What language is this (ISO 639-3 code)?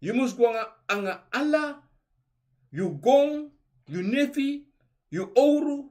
srn